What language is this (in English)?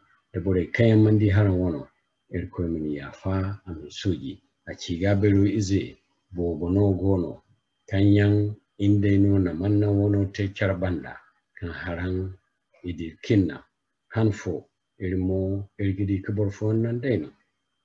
Zarma